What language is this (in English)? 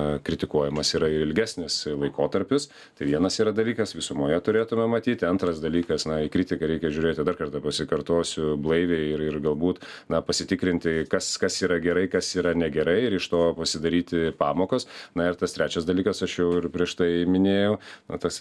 Lithuanian